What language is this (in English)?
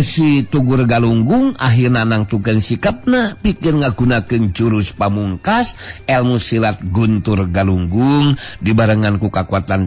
Sundanese